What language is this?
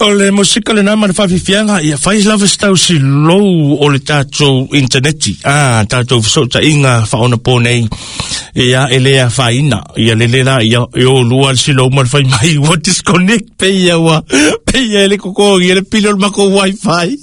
Samoan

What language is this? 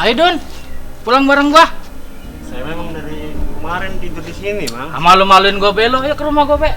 Betawi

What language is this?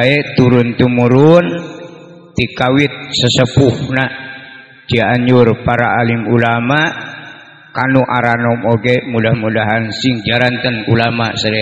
Sundanese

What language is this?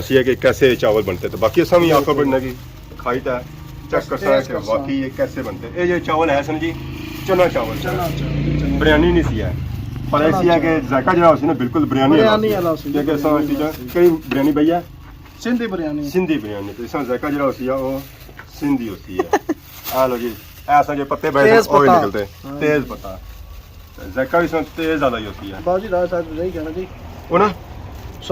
Pahari-Potwari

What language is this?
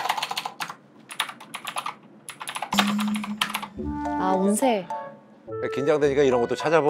Korean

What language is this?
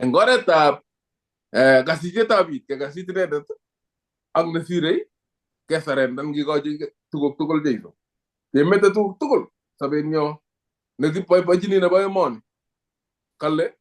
Kalenjin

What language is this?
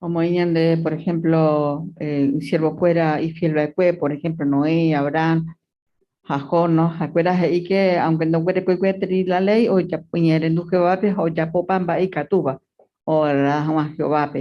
Guarani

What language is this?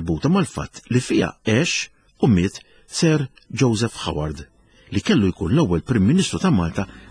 Maltese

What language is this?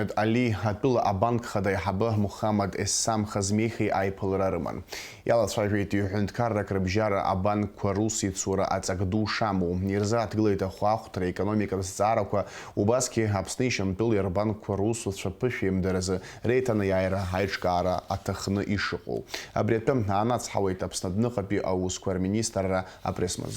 Abkhazian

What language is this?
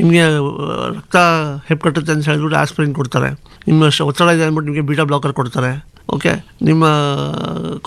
Kannada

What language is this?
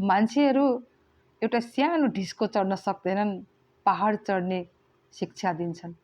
Nepali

